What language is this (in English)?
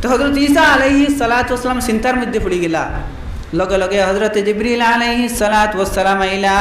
Sylheti